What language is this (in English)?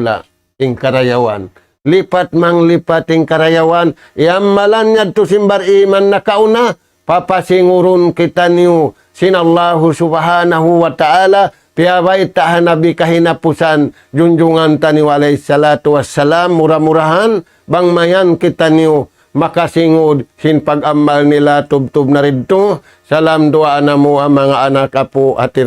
Tausug